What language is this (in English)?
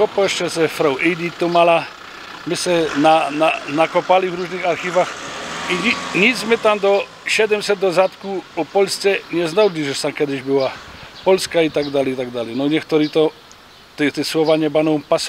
Silesian